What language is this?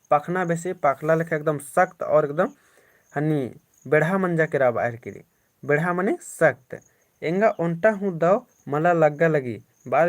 Kurukh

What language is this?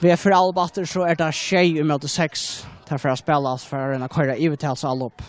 Faroese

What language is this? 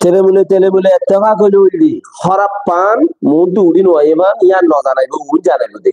Rohingya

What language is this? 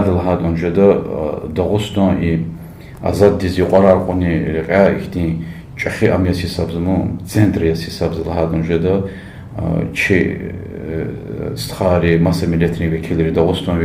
Lezghian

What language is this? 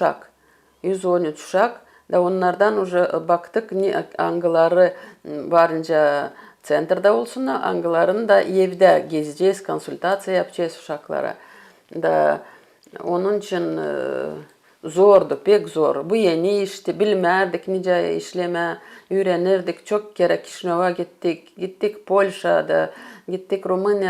Gagauz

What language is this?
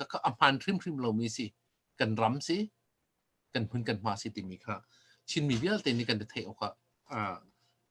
Hakha Chin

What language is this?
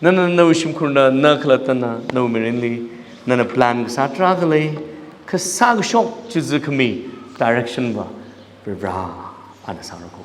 Tangkhul Naga (India)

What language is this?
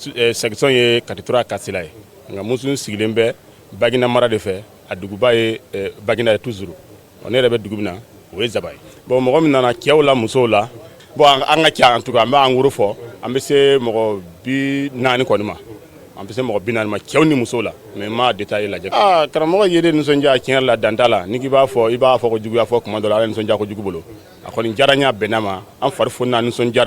Bambara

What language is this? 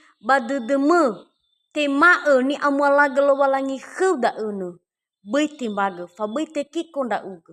Nias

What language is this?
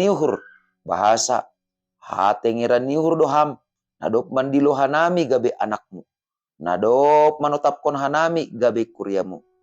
Batak Simalungun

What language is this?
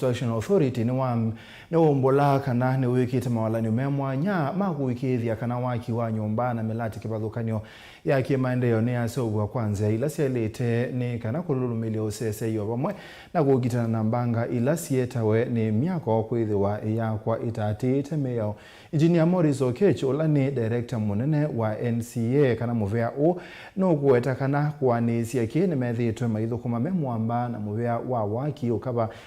Kamba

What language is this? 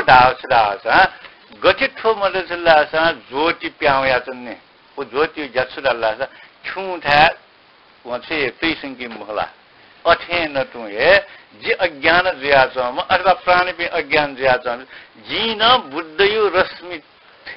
Newari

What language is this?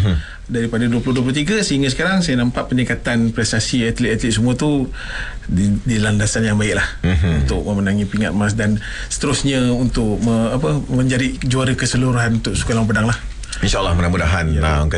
Malay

